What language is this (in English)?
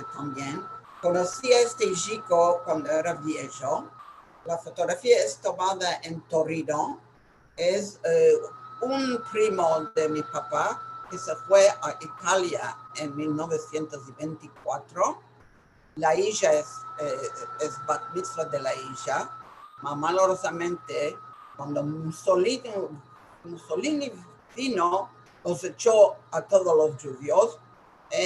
Ladino